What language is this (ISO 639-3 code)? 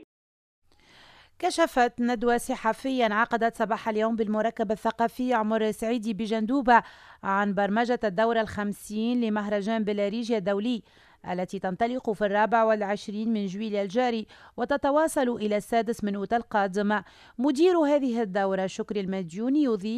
ara